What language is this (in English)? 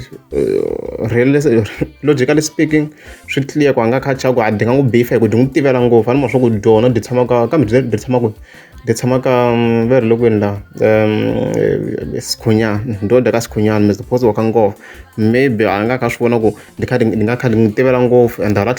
Tsonga